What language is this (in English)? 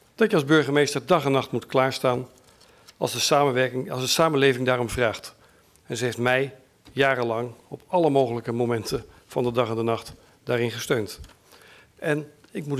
Dutch